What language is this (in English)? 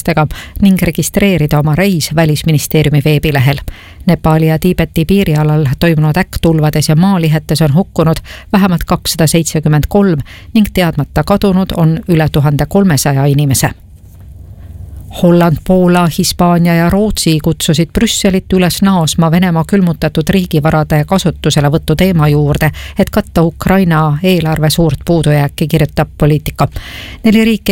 Estonian